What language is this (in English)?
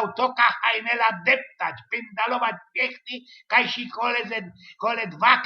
Silesian